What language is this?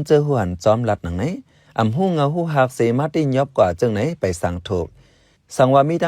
Shan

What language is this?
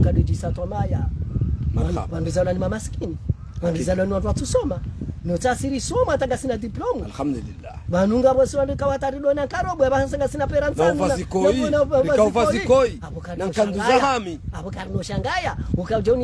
Ngazidja Comorian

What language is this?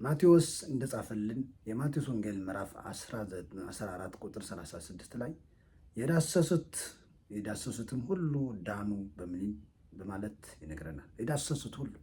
Amharic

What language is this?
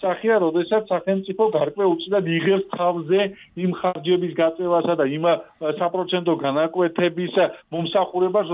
Georgian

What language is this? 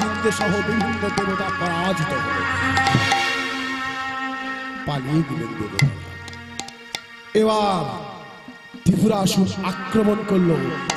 Bangla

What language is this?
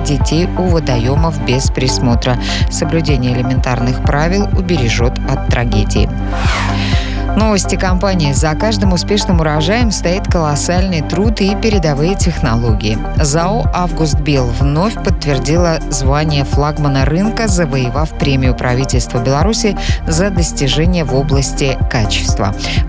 Russian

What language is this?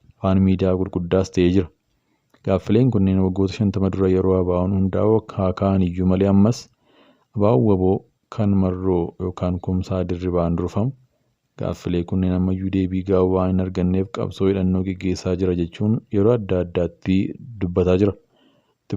Oromo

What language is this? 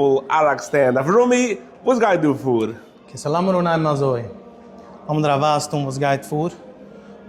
Yiddish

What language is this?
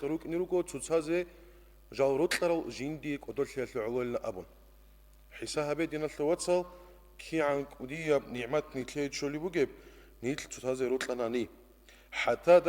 Avaric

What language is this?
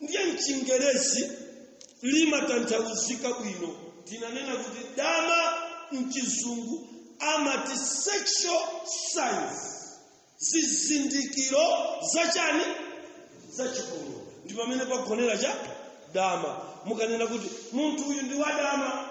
Nyanja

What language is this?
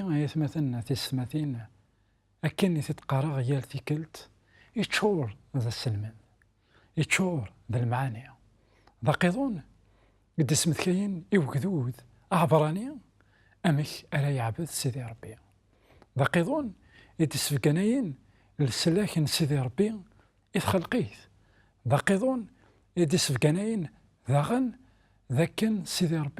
Kabyle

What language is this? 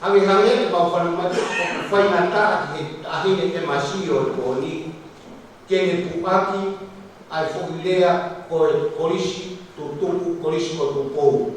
Tongan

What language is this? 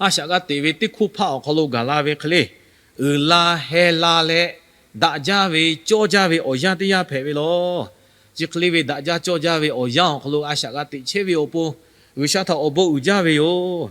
Lahu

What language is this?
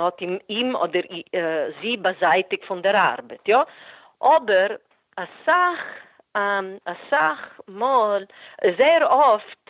Yiddish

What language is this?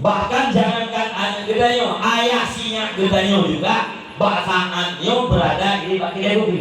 Achinese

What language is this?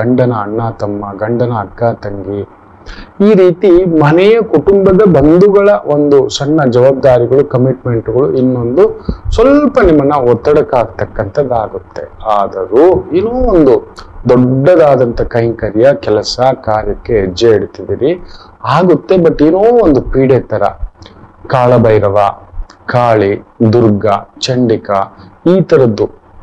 Kannada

